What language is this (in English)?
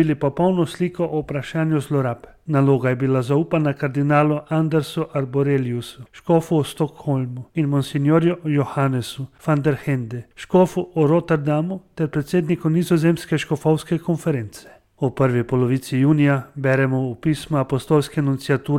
Slovenian